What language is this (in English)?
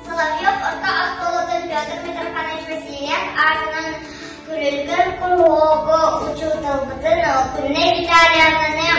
Yakut